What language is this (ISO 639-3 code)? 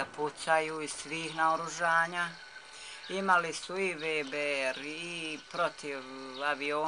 bos